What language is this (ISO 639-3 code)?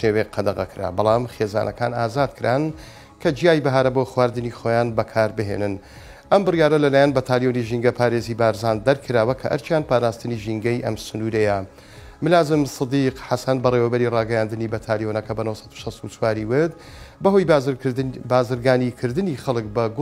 ckb